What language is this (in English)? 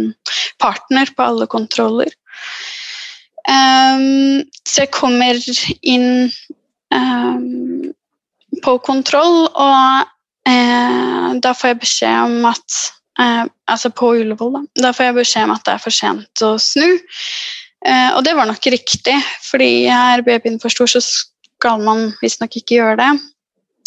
Norwegian